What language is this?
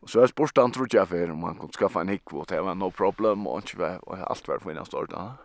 Faroese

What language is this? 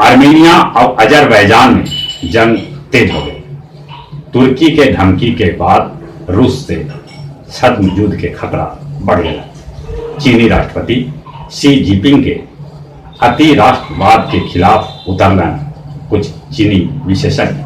Magahi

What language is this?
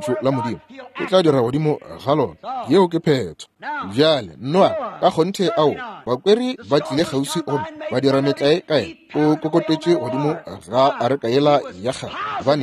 Northern Sotho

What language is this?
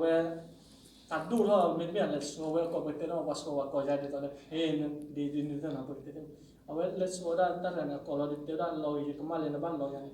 S'gaw Karen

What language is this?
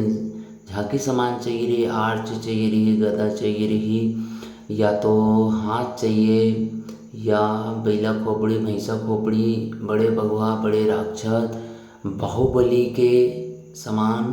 Chhattisgarhi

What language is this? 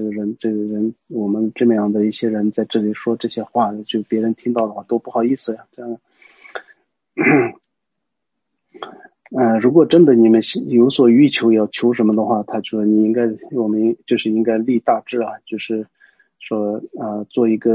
Chinese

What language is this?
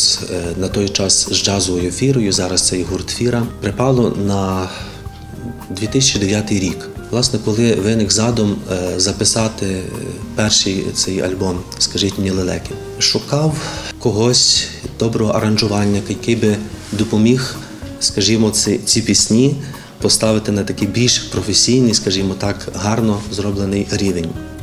Ukrainian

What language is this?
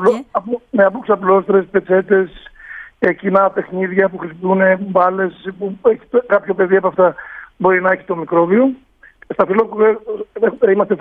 Greek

